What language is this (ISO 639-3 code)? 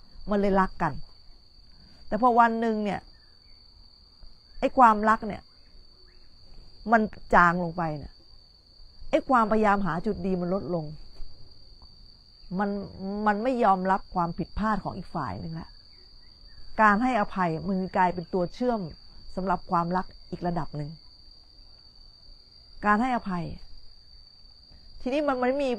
tha